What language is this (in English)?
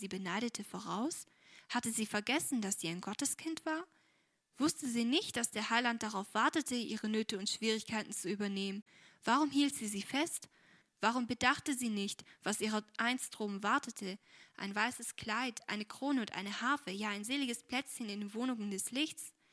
German